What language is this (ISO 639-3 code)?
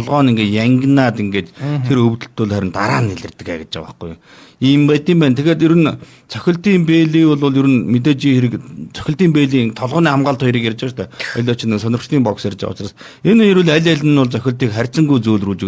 mon